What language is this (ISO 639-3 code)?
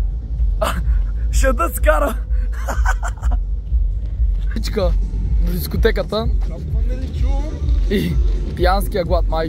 bul